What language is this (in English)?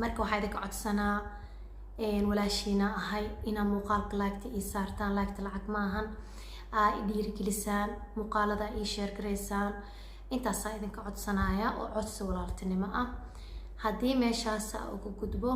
Somali